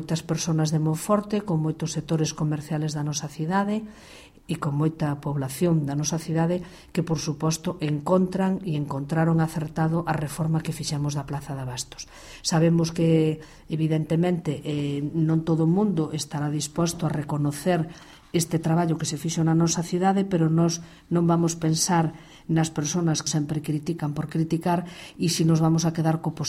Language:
Galician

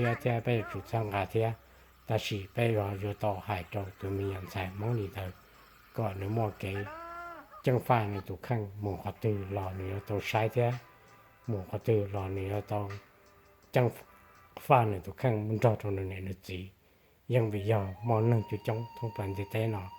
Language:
Hmong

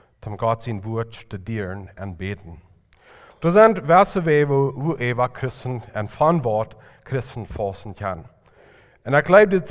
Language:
Plautdietsch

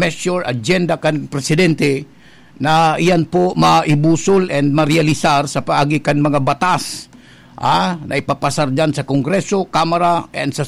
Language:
Bikol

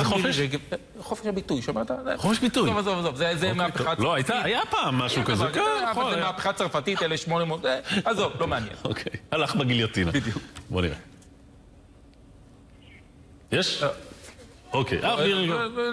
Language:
Hebrew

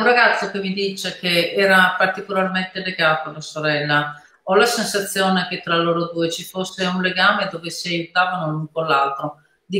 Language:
Italian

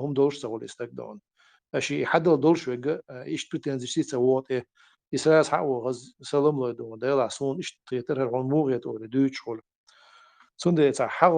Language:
Chechen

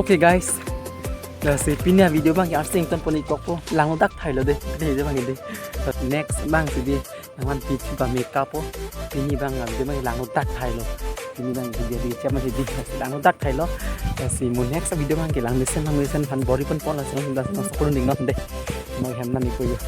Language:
Karbi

